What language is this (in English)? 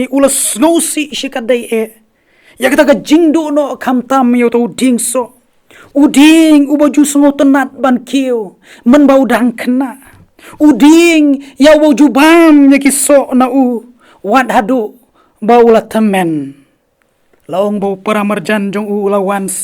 Khasi